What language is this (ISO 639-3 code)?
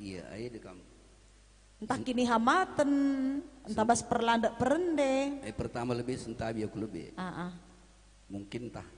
btx